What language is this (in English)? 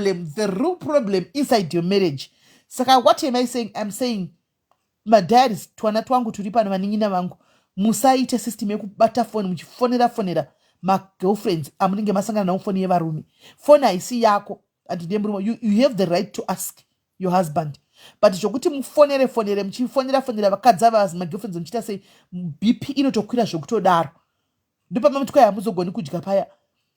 Shona